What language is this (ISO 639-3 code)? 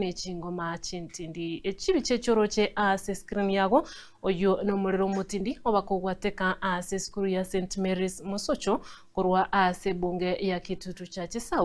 guz